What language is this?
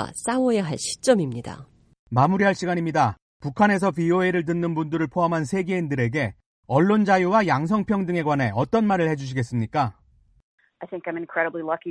Korean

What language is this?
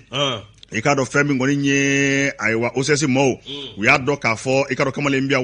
Bambara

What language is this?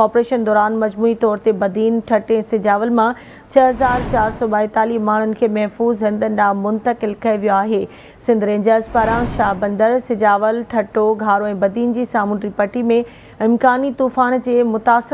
Sindhi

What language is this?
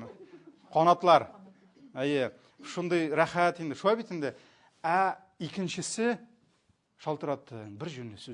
Tatar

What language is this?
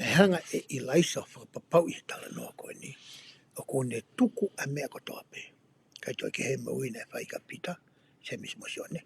Tongan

